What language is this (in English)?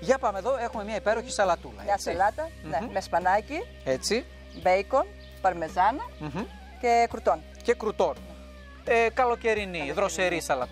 Greek